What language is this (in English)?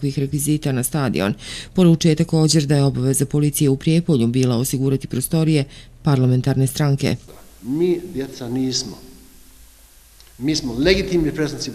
Bosnian